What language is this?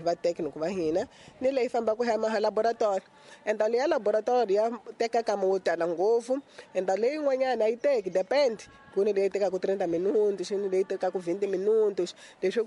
Tsonga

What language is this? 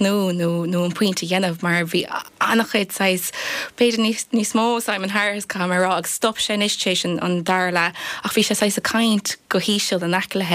Irish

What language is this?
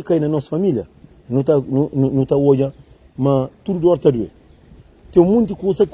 Kabuverdianu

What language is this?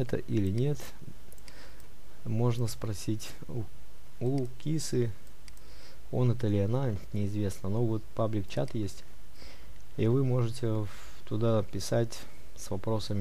Russian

